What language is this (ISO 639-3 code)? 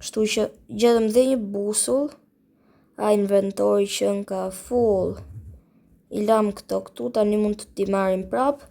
sqi